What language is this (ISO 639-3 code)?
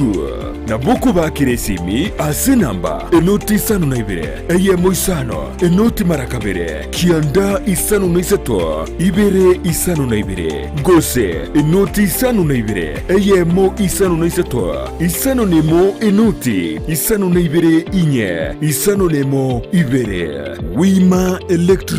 guz